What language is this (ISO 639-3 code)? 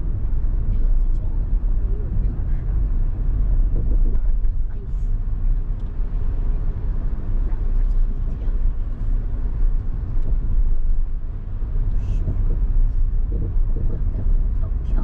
zho